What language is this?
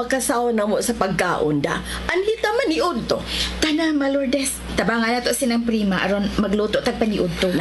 Cebuano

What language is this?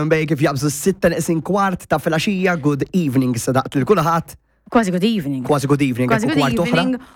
Maltese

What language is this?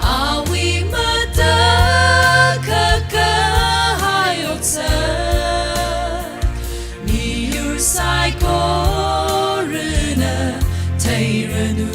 Tangkhul Naga (India)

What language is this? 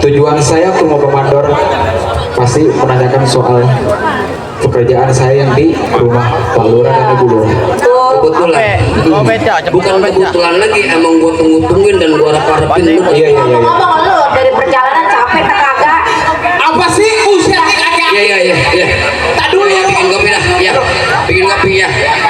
Betawi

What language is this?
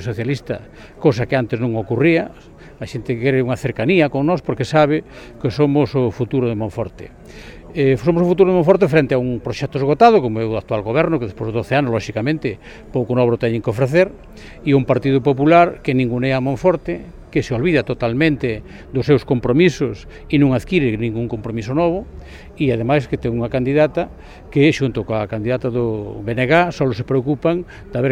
Galician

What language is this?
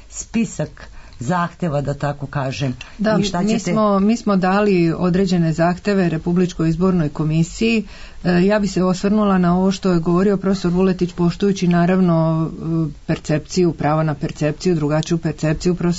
Serbian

